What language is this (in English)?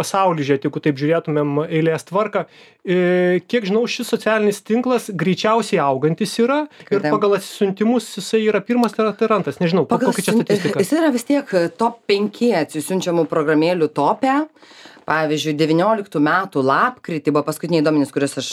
Lithuanian